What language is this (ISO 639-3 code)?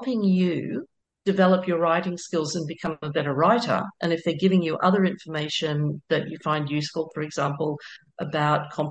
eng